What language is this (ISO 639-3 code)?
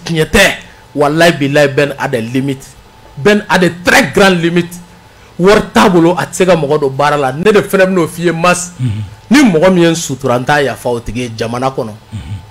bam